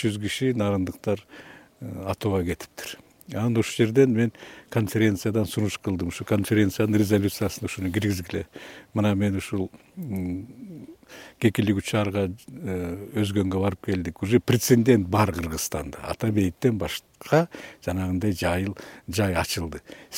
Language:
Kyrgyz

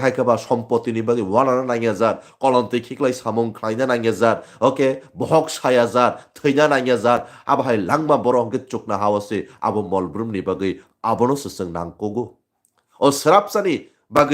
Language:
Kok Borok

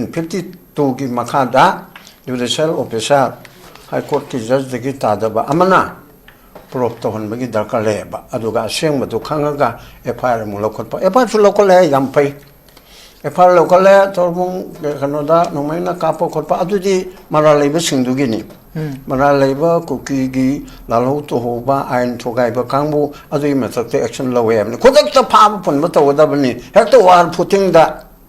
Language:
Manipuri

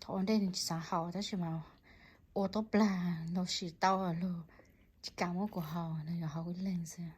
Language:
Hmong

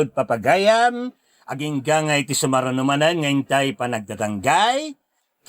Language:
Iloko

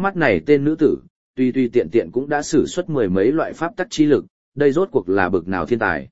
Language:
Vietnamese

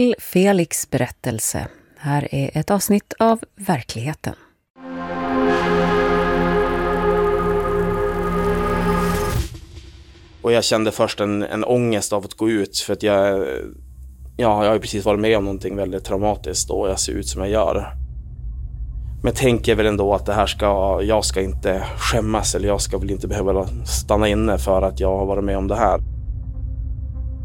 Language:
Swedish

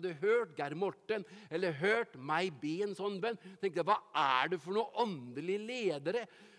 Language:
Norwegian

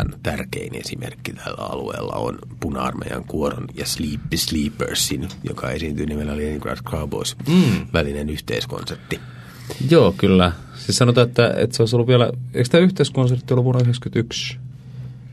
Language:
Finnish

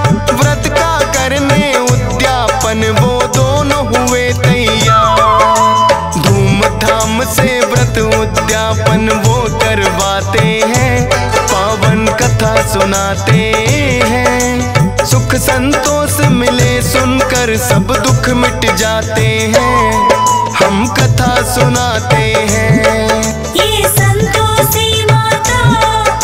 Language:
Hindi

